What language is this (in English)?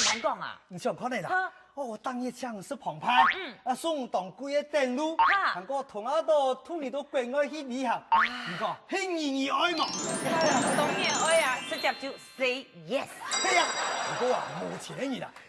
Hakka Chinese